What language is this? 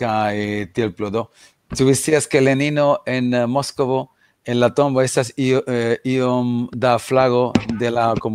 Esperanto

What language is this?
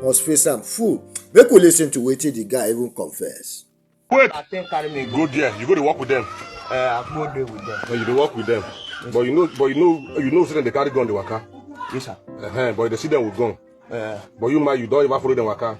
Nigerian Pidgin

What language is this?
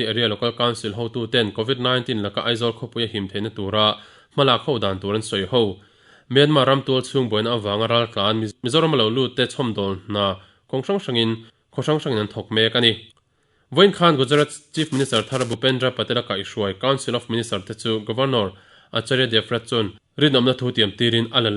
Mizo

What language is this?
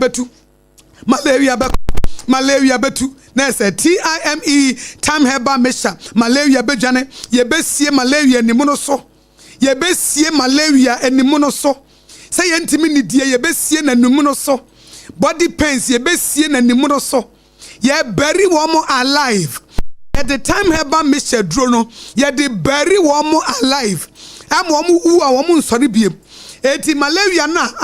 Akan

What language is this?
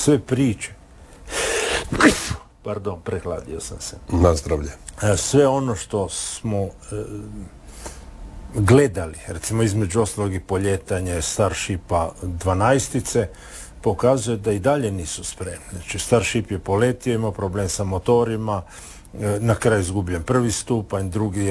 Croatian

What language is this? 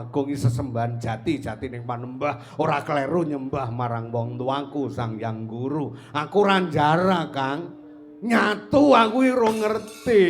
Javanese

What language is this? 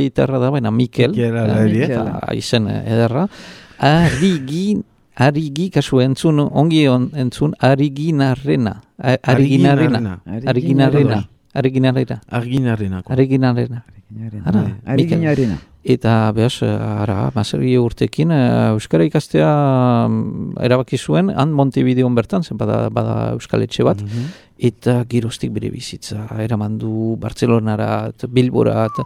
Basque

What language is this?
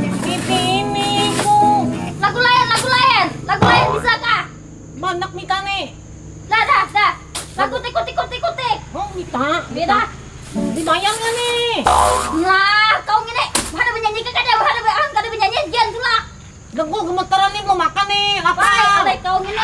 Banjar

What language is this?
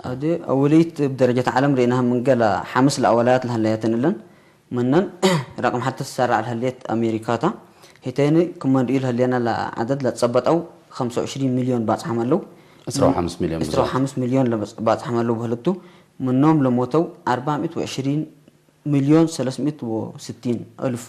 Tigre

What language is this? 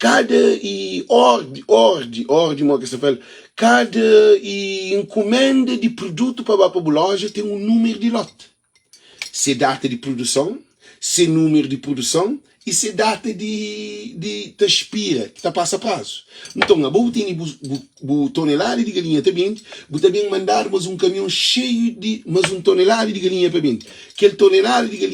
Kabuverdianu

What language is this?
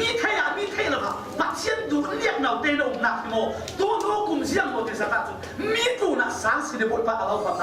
Falam Chin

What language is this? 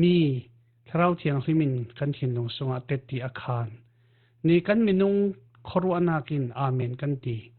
Falam Chin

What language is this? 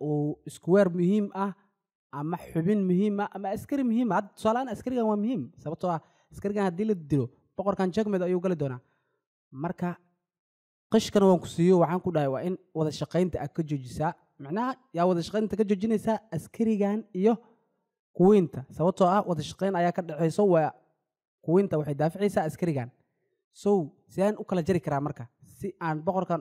Somali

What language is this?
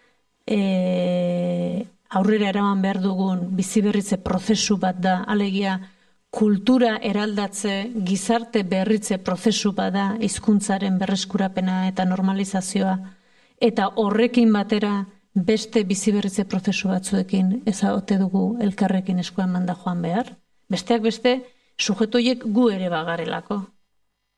Basque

